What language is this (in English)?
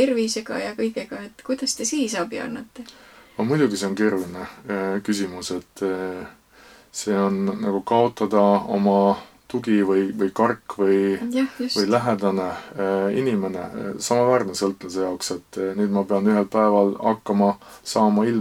Estonian